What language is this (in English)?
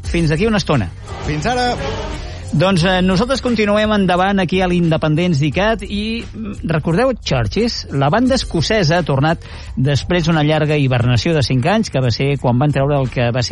Catalan